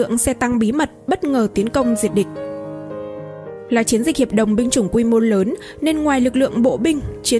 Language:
Vietnamese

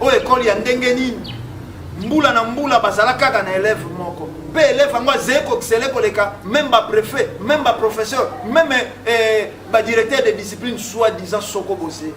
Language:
Lingala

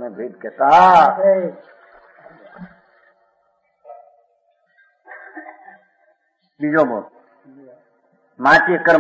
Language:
Gujarati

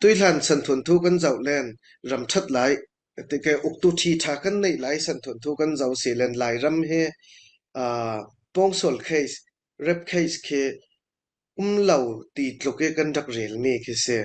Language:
Falam Chin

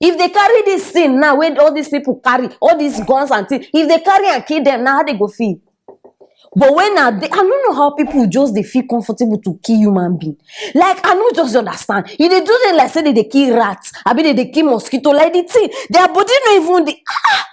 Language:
Nigerian Pidgin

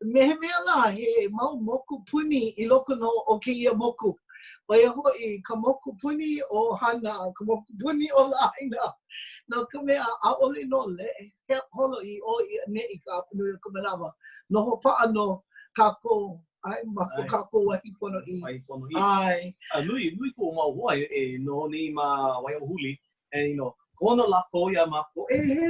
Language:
Hawaiian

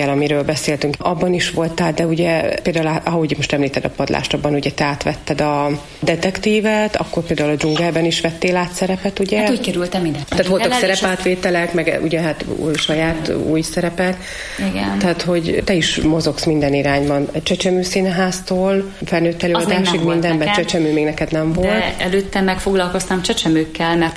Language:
Hungarian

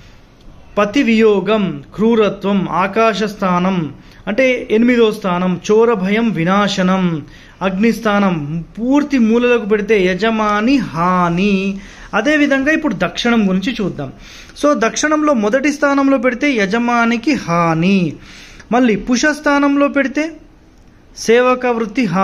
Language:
Telugu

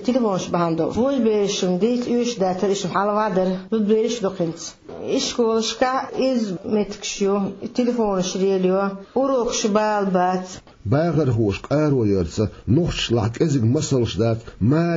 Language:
Chechen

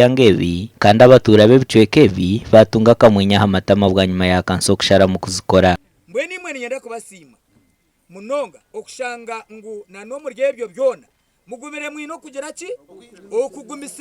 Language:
Nyankole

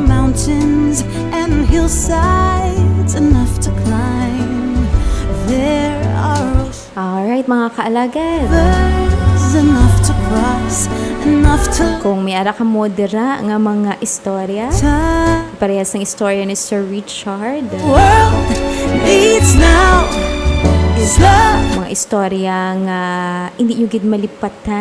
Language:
Hiligaynon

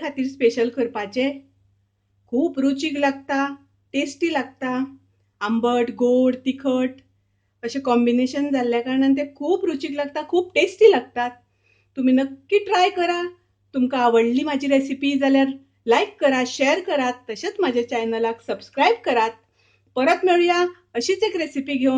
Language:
Konkani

